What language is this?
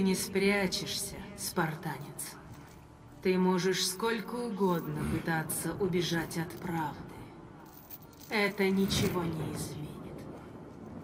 Russian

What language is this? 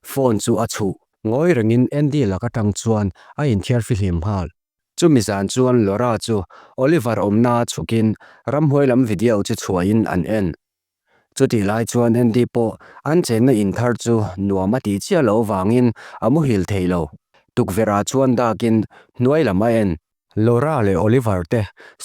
Mizo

